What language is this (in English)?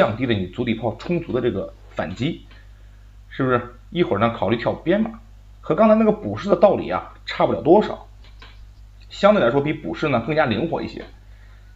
Chinese